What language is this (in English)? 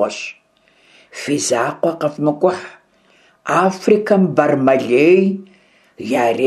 Kabardian